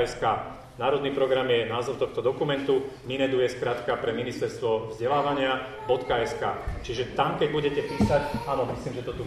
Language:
Slovak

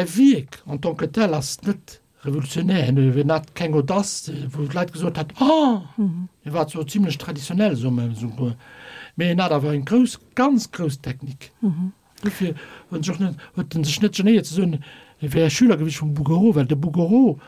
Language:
Luxembourgish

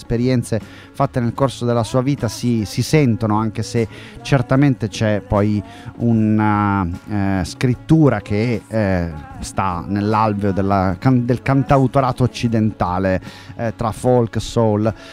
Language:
Italian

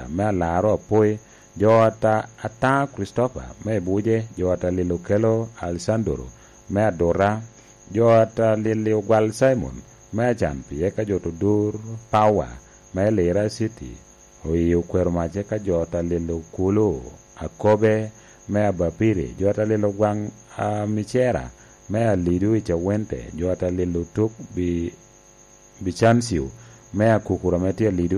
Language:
Lango (Uganda)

